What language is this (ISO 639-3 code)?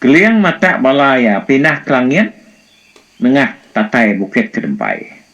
iba